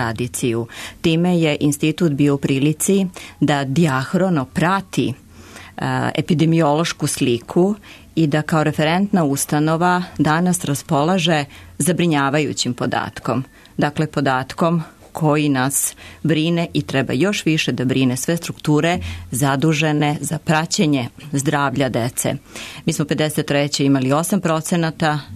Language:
Serbian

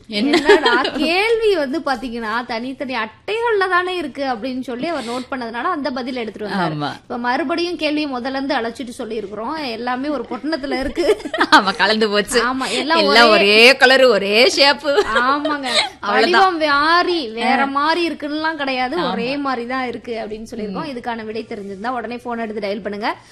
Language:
Tamil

